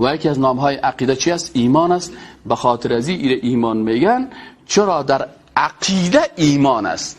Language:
Persian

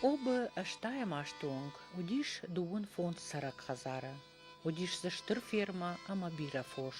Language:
Ossetic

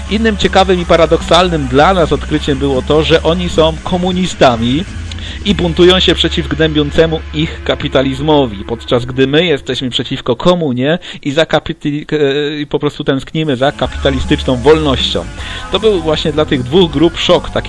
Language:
Polish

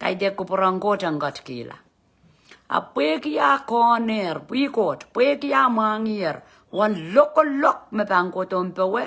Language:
Pohnpeian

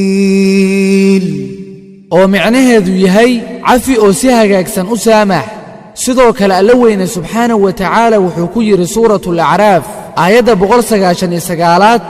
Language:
Somali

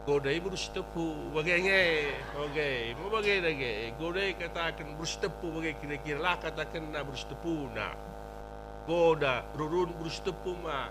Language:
Batak Karo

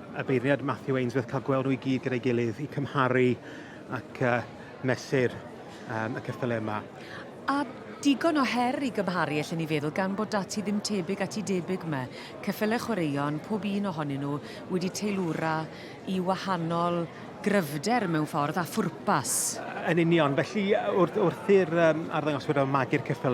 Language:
Welsh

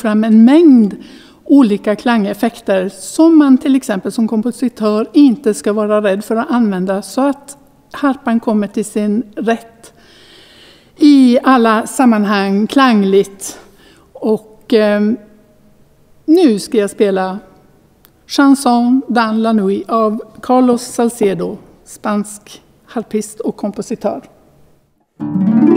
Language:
Swedish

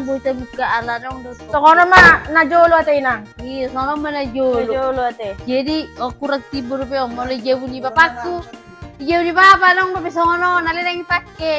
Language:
Batak Toba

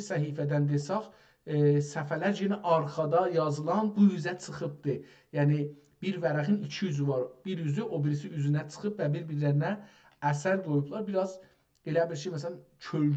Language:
South Azerbaijani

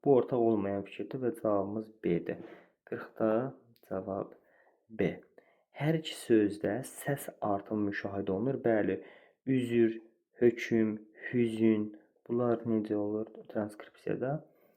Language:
Azerbaijani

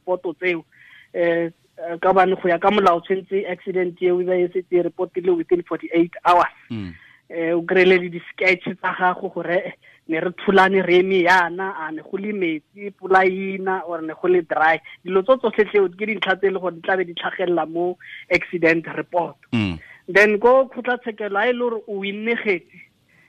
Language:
Tswana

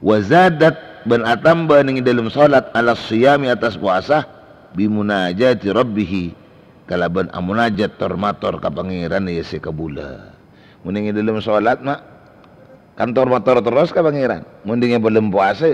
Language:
Madurese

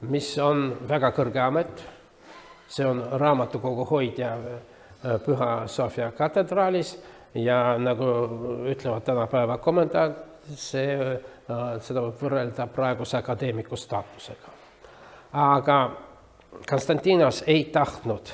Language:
Estonian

